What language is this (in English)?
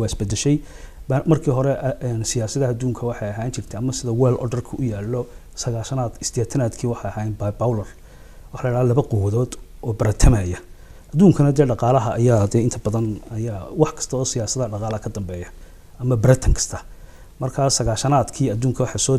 Somali